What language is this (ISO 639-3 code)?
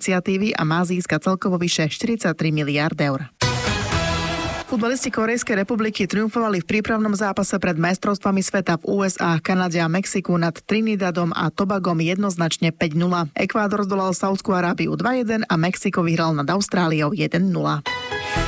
slk